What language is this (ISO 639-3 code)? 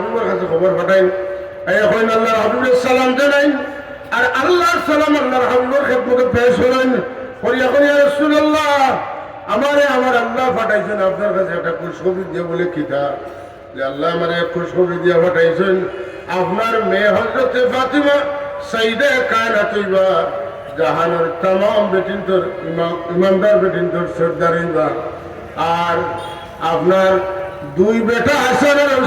syl